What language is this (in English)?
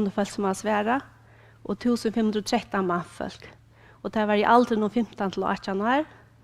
Faroese